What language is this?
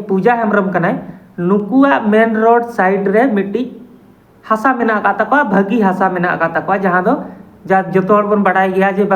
Santali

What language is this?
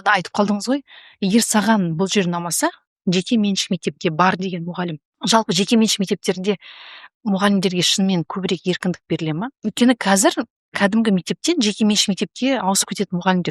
Kazakh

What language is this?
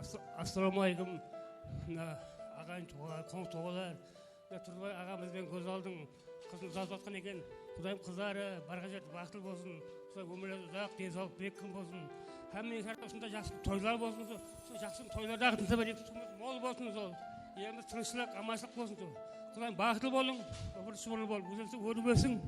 Kara-Kalpak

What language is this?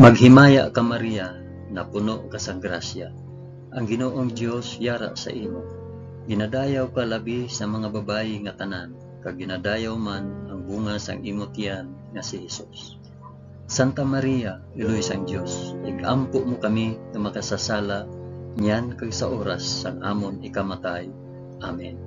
Hiligaynon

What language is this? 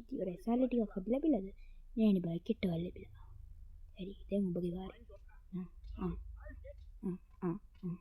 Sinhala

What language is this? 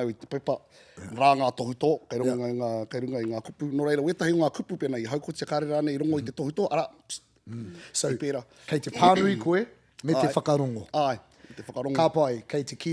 Māori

